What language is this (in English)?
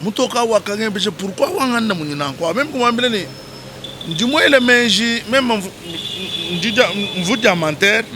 Luba-Lulua